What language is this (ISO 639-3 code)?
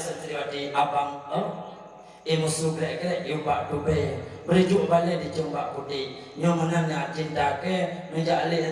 ace